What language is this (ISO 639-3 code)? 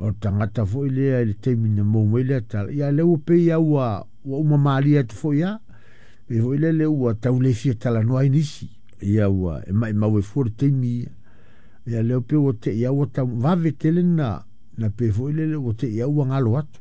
smo